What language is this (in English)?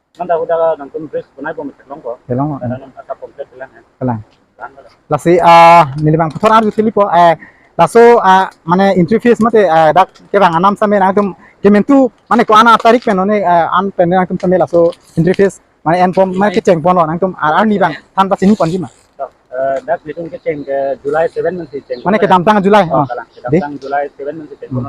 Karbi